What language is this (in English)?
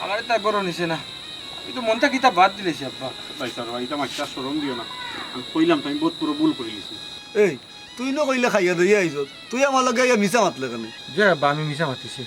Sylheti